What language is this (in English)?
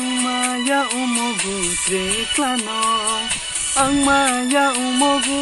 Riang (India)